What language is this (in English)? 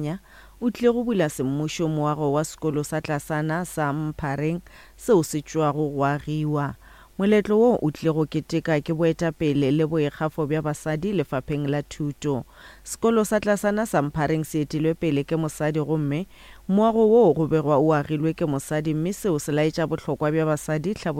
Northern Sotho